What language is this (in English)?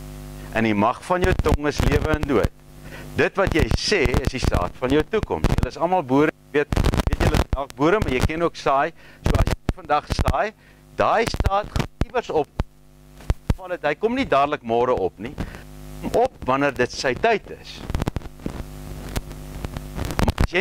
Afrikaans